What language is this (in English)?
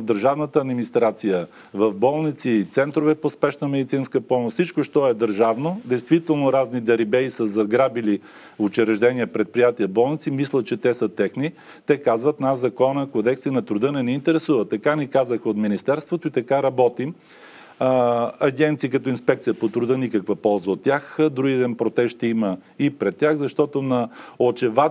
Bulgarian